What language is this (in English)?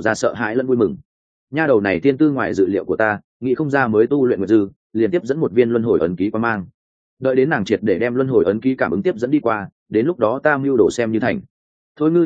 Vietnamese